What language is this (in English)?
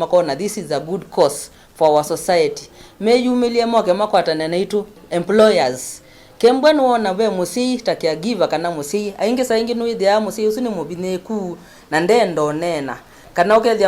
Kamba